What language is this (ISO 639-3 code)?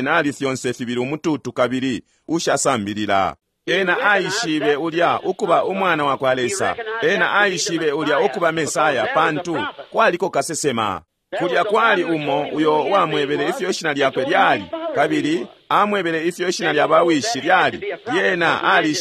bem